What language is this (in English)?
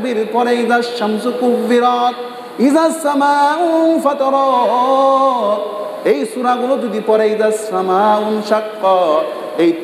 Bangla